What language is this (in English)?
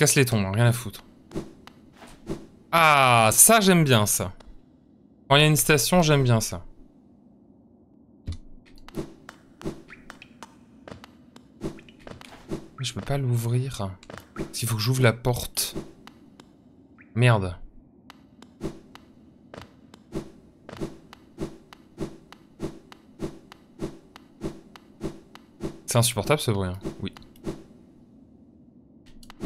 French